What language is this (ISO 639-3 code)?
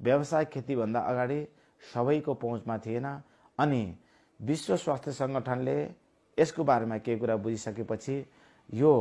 nep